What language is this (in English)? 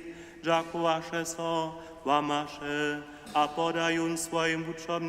Upper Sorbian